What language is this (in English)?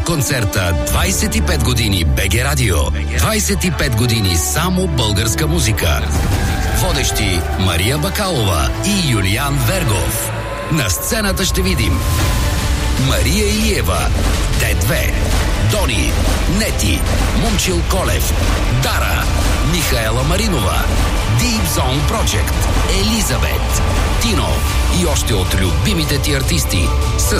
Bulgarian